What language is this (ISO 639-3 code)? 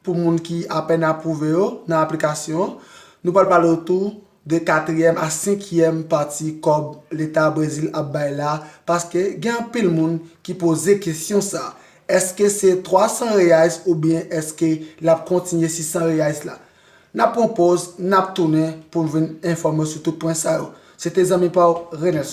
hat